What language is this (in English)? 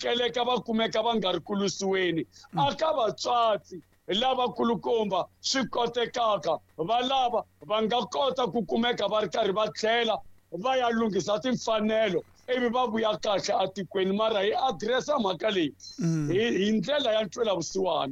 Tsonga